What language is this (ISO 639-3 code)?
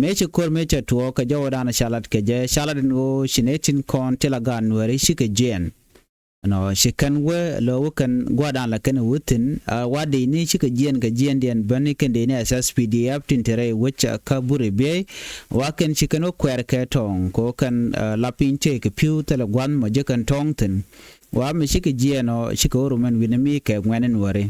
nus